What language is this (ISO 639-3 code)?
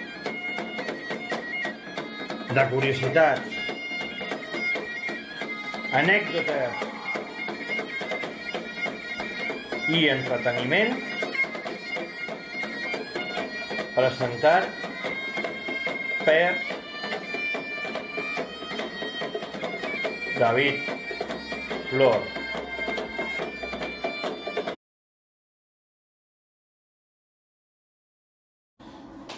cat